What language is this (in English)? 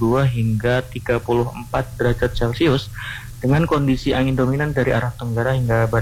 Indonesian